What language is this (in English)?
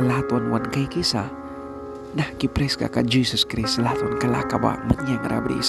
Mískito